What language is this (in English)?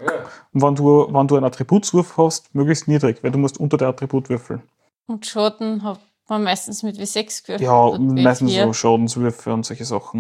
German